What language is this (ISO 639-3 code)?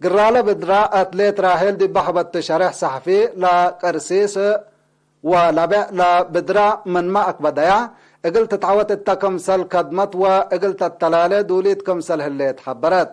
tig